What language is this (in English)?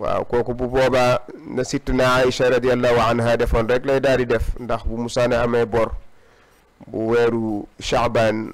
Wolof